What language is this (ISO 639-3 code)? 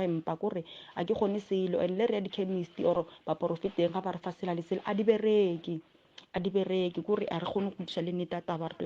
nso